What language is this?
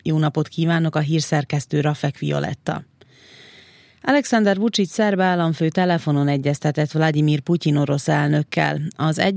Hungarian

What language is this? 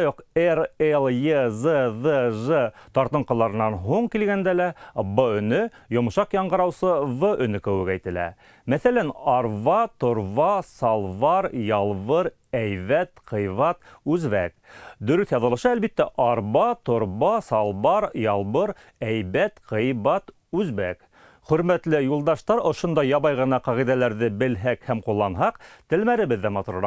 Bashkir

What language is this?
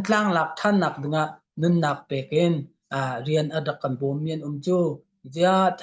Hakha Chin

